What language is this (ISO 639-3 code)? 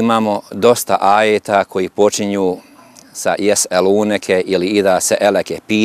bos